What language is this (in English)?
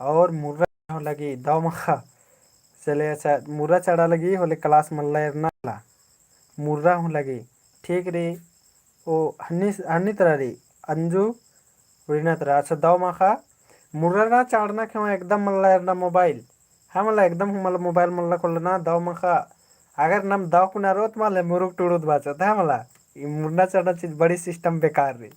Kurukh